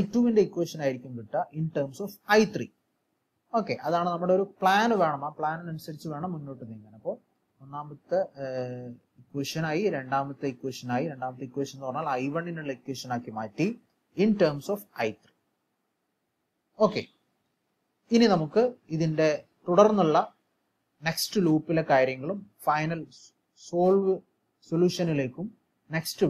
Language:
Malayalam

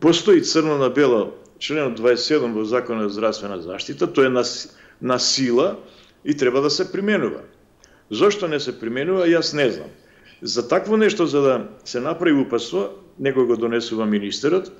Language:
Macedonian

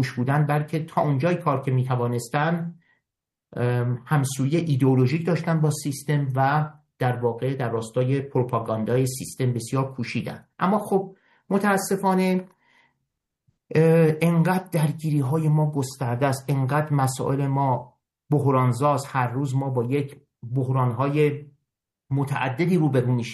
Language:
Persian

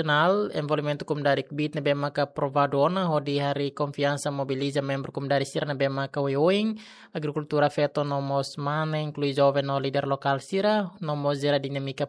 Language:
Tetum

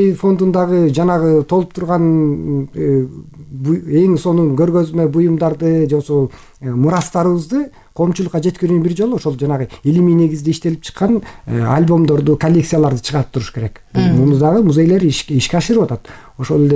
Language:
Kyrgyz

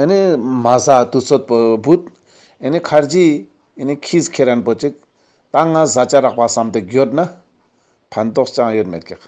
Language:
Ladakhi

